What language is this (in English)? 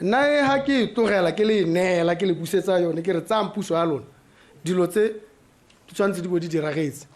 Tswana